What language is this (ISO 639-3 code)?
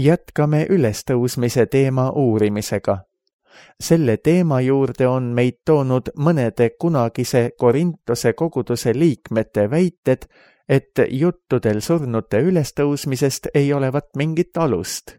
est